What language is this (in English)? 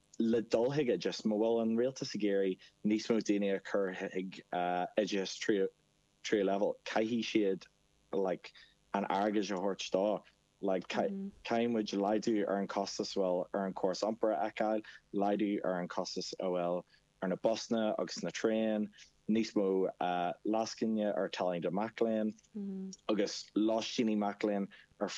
Irish